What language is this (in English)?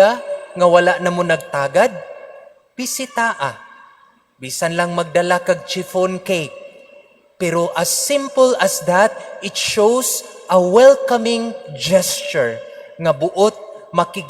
Cebuano